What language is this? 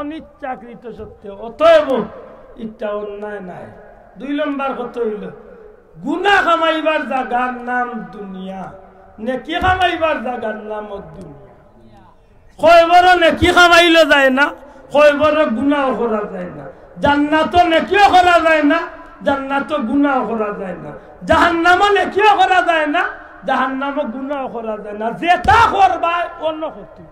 Sylheti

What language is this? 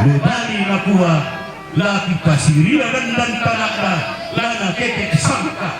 Toraja-Sa'dan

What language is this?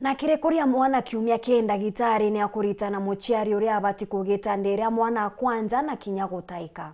Meru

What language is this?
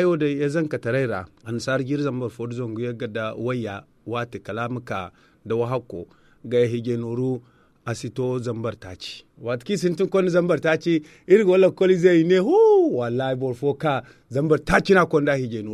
Zarma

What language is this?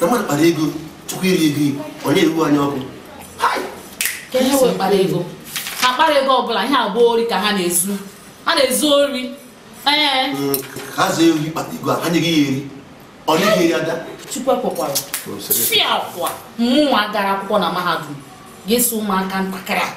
Igbo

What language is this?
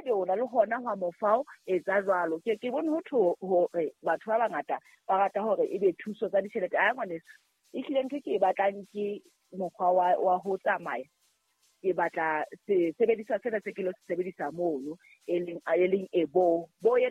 Southern Sotho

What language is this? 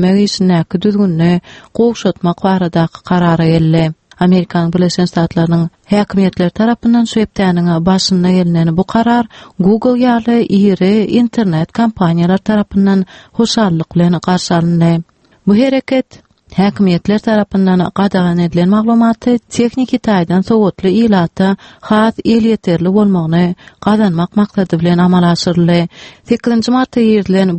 Turkmen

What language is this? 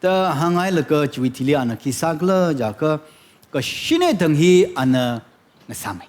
Tangkhul Naga (India)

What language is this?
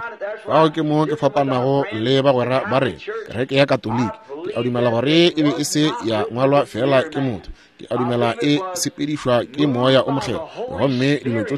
Northern Sotho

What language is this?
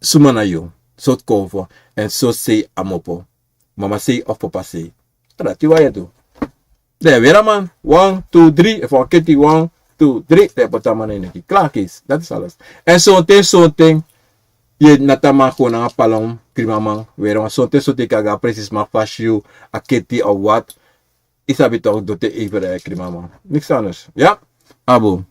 Sranan Tongo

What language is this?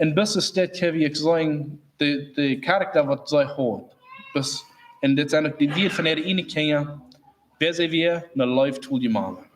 Plautdietsch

